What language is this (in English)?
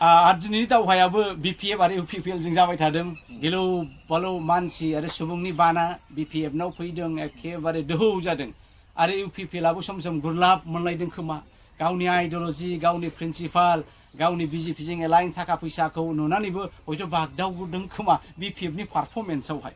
Bodo